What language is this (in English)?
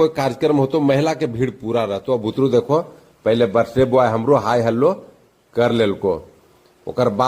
Magahi